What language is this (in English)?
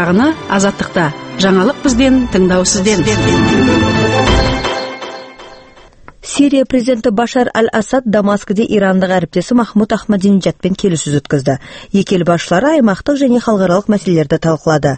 Kazakh